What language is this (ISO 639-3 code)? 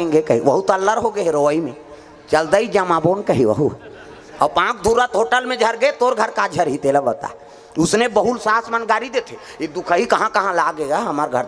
hne